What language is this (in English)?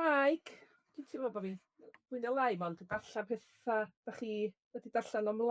Welsh